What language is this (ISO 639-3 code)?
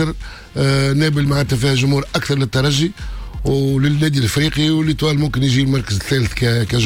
aeb